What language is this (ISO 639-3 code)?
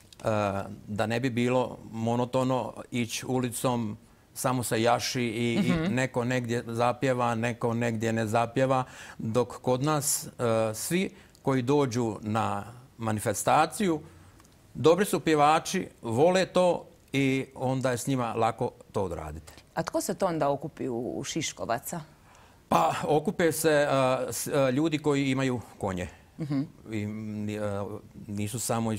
hrv